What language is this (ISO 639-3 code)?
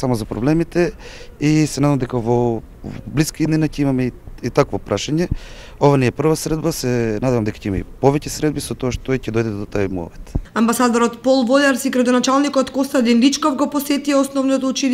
mkd